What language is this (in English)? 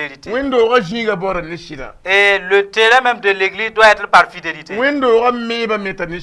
Mossi